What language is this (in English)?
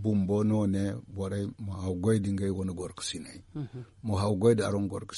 Zarma